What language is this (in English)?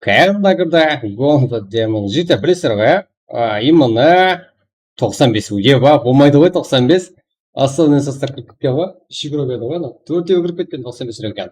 Kara-Kalpak